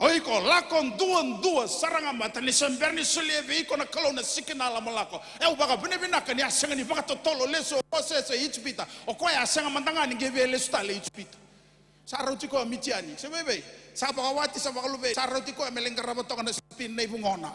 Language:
Fijian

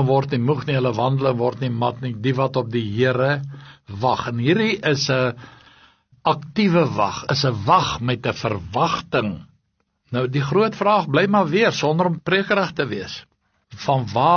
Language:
Afrikaans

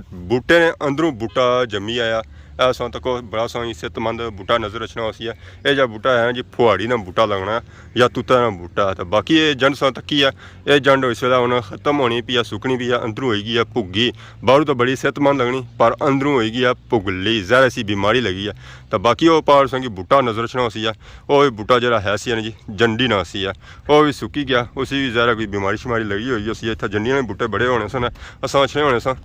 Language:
Pahari-Potwari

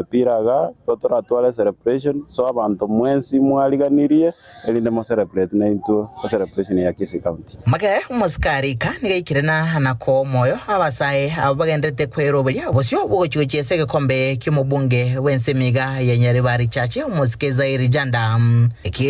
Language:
Gusii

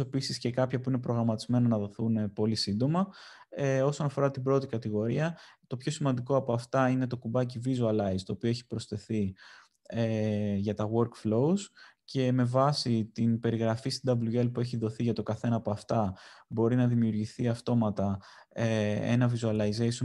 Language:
Greek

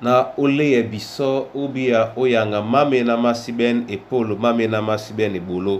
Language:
Duala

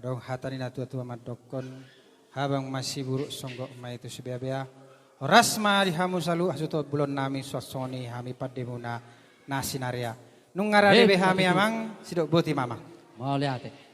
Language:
Batak Toba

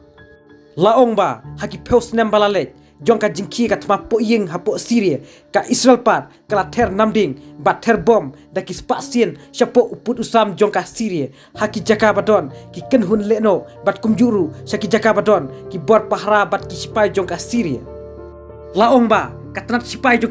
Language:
Khasi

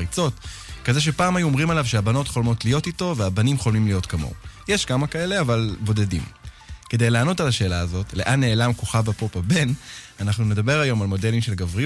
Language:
Hebrew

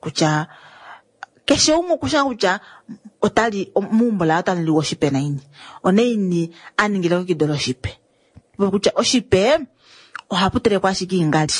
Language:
Kuanyama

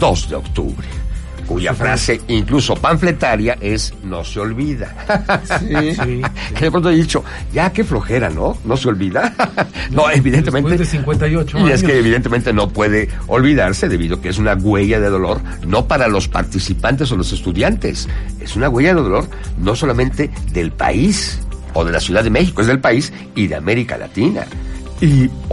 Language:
Spanish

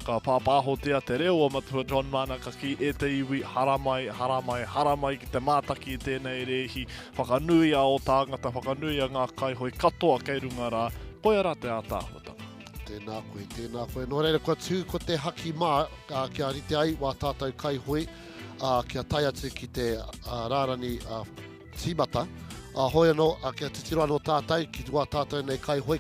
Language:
Māori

